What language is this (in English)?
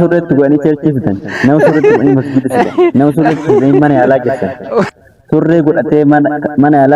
Oromo